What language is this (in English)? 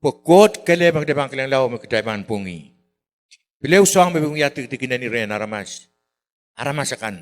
Pohnpeian